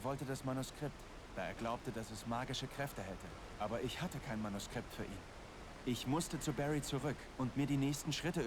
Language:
Bavarian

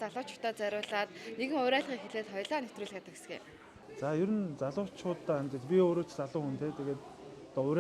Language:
Mongolian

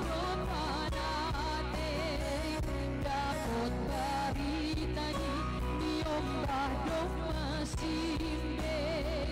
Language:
Batak Simalungun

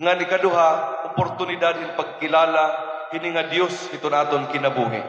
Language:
Waray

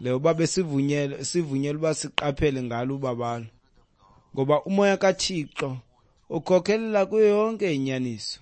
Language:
Xhosa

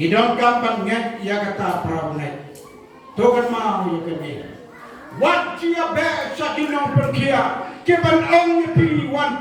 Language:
Khasi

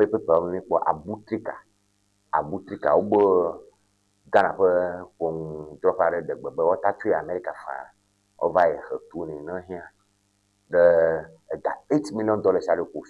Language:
Ewe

